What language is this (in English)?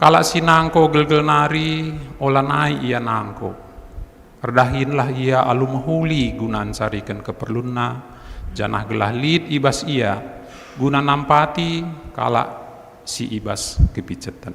Batak Karo